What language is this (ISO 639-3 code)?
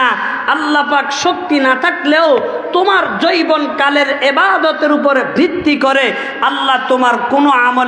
ben